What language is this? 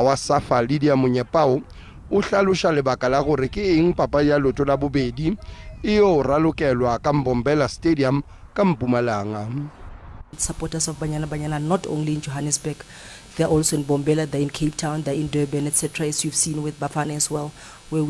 Northern Sotho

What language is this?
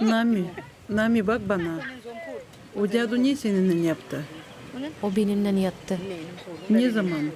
Gagauz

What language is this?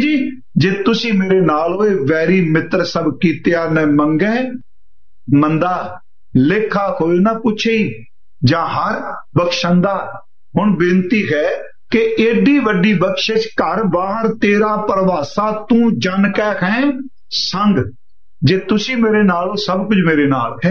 Punjabi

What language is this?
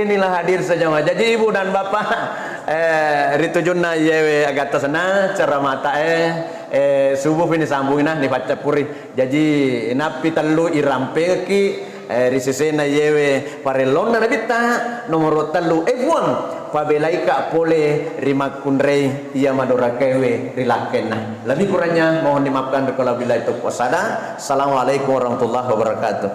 Buginese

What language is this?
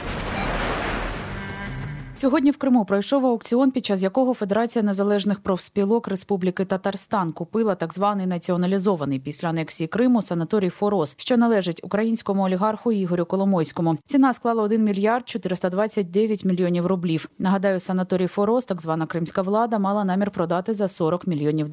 Ukrainian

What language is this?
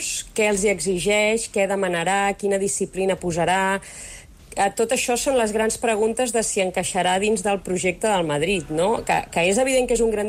Catalan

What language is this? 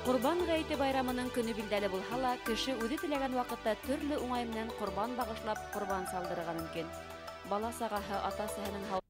Bashkir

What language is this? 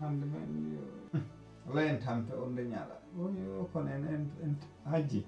Fula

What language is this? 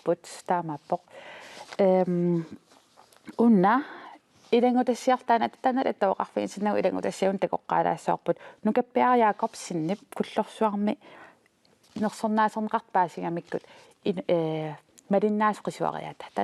Kalaallisut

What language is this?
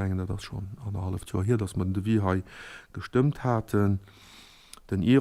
Luxembourgish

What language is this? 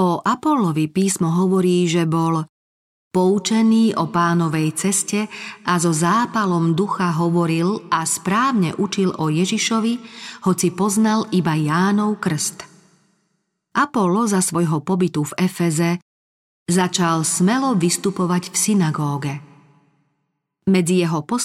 Slovak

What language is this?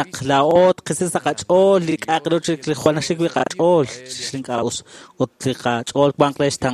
Kekchí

